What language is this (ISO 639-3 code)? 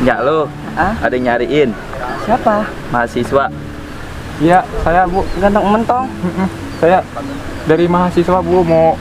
bew